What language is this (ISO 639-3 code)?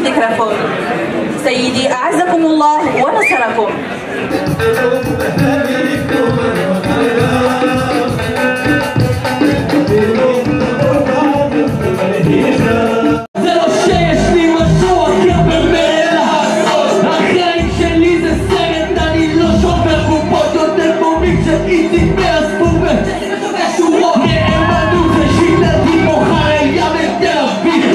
ary